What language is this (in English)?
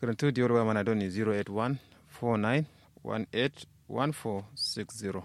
Kanuri